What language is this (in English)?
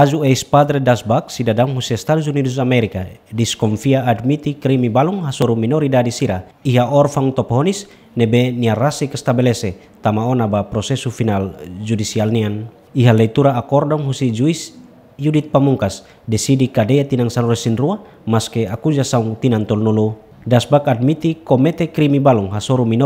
Tetum